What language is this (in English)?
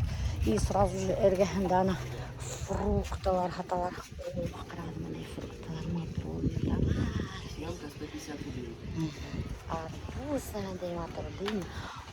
Bashkir